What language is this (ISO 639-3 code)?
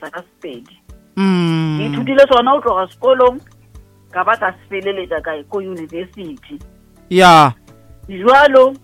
nso